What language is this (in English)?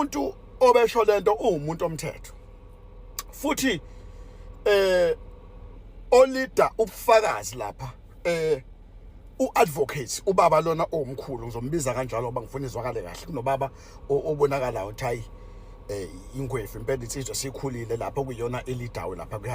Zulu